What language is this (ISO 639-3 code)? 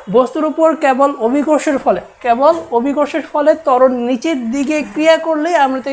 ben